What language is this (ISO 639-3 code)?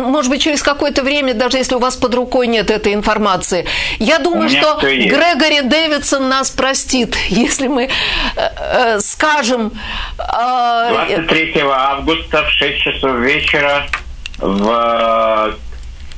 rus